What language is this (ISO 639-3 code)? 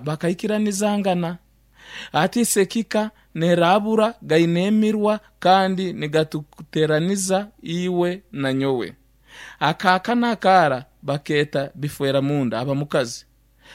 nyn